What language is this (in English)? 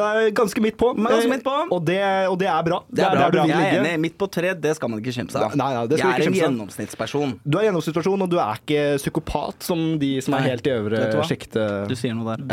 Norwegian